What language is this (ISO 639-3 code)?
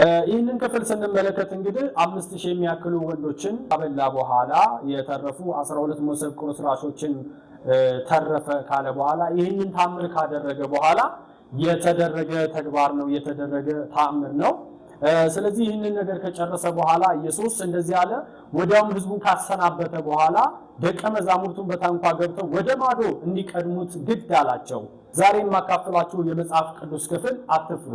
amh